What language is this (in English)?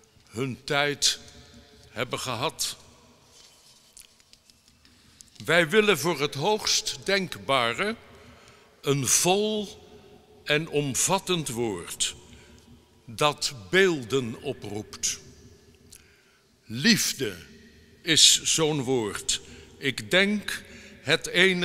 Dutch